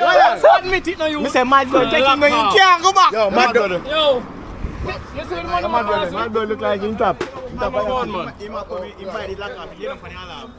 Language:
Jamaican Creole English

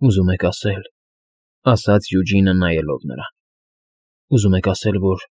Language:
Armenian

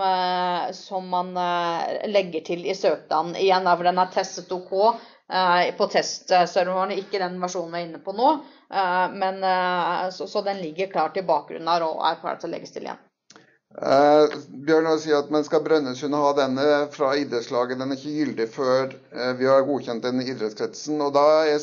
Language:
Norwegian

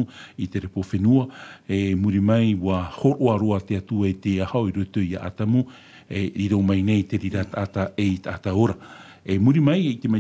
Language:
Tahitian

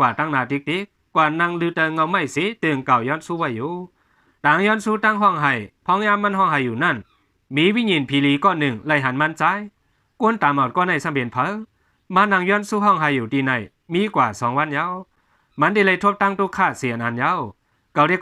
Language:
Shan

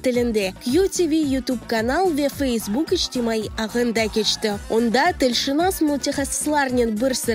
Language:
Crimean Tatar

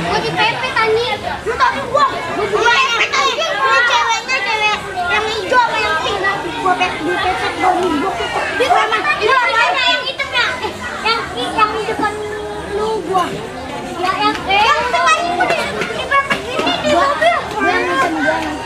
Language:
Betawi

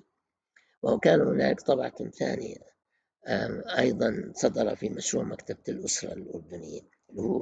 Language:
Arabic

